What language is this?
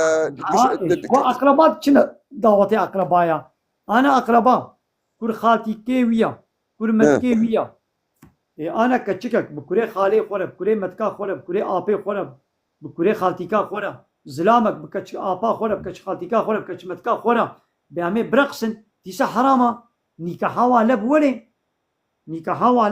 Kurdish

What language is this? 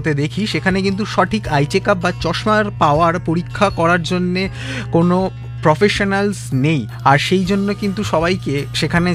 Bangla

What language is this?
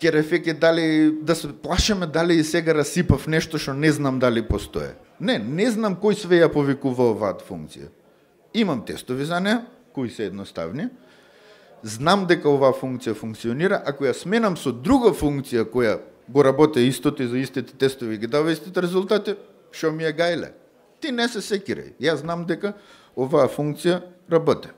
Macedonian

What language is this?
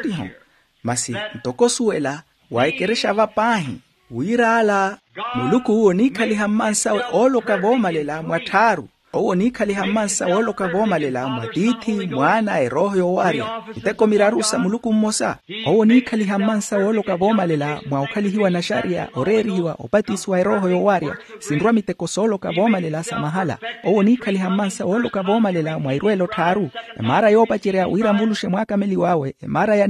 Makhuwa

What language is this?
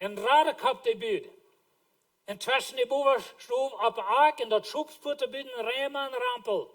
Plautdietsch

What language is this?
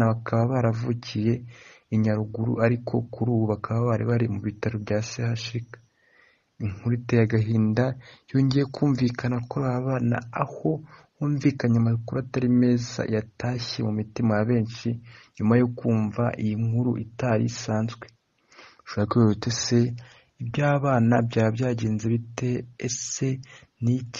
Kinyarwanda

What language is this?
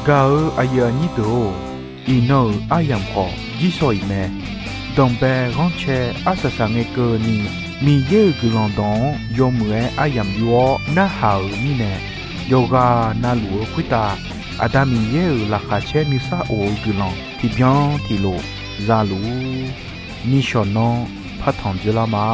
Akha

